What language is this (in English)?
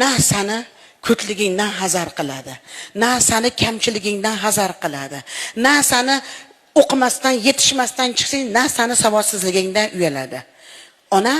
Uzbek